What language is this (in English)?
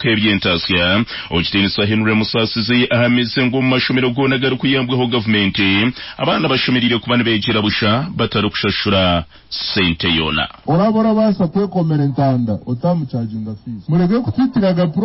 Nyankole